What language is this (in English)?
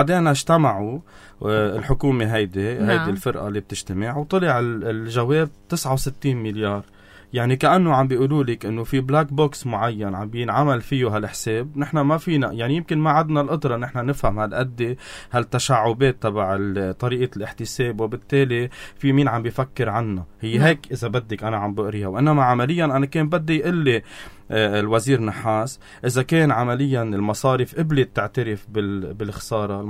North Levantine Arabic